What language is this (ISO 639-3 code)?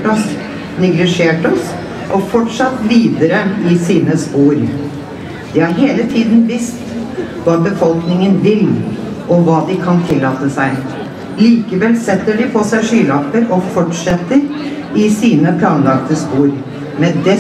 nor